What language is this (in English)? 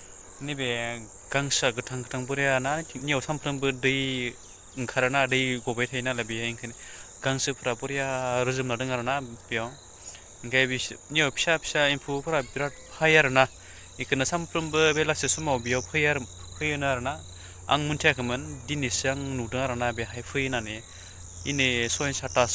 Bodo